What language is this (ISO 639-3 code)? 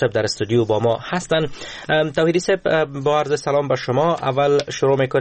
fas